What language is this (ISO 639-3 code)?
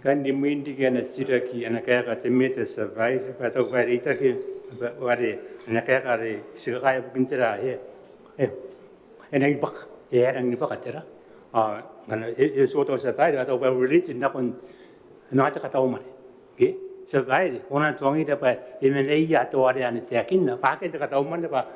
gil